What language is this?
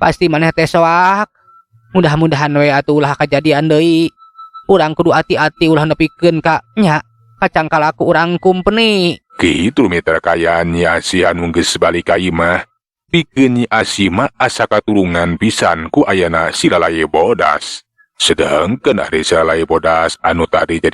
Sundanese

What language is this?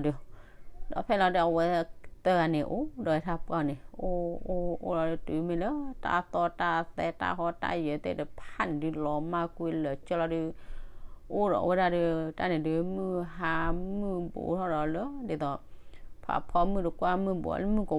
S'gaw Karen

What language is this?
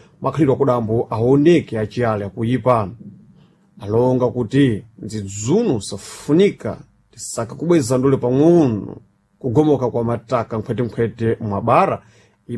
Sena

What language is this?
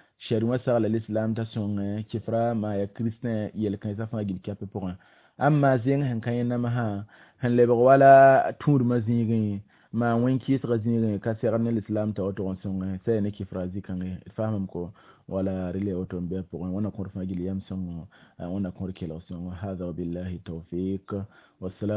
Mossi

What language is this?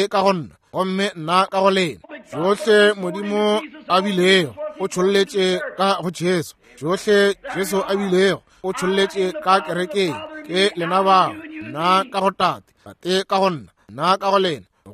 Northern Sotho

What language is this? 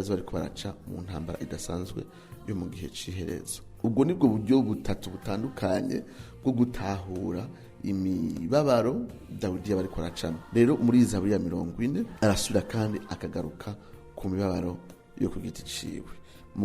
Rundi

